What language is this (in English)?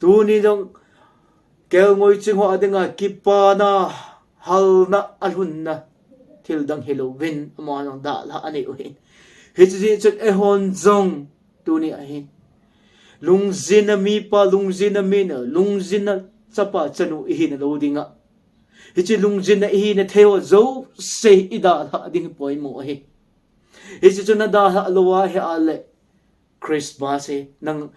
Thado Chin